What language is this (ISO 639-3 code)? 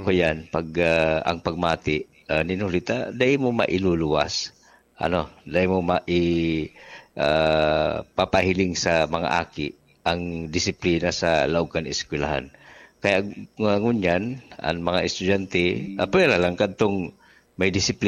bik